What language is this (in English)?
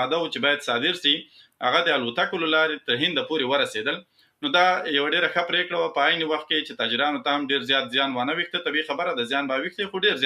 Pashto